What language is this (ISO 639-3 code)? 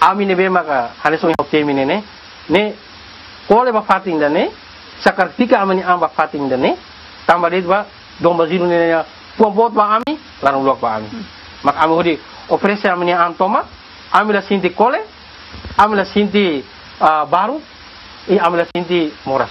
tet